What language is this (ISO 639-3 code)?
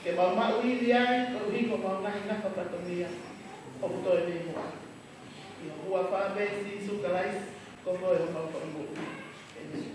ton